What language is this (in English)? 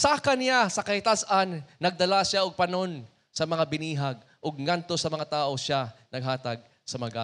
Cebuano